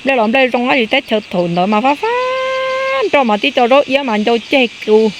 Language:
Hmong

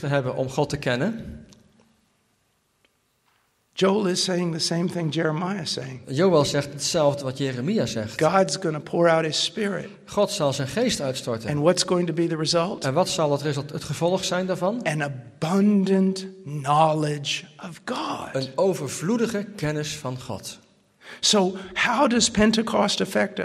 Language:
Dutch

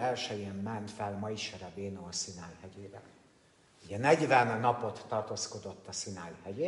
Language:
Hungarian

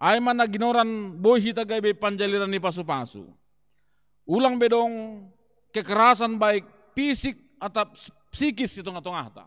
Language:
Batak Simalungun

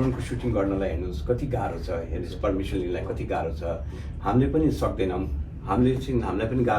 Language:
Nepali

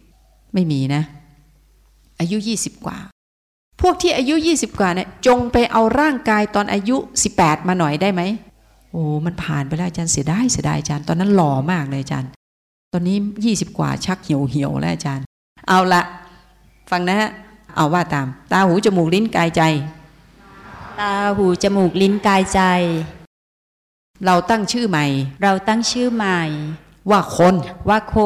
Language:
Thai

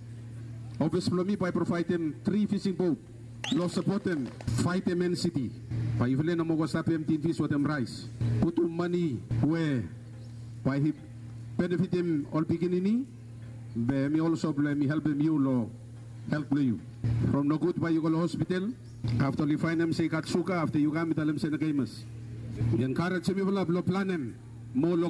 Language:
Bislama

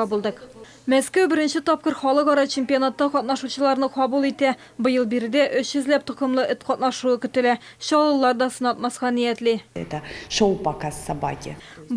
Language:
Tatar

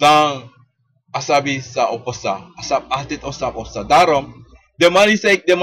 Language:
Sranan Tongo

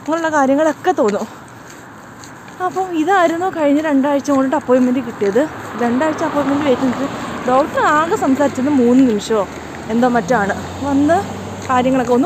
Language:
Malayalam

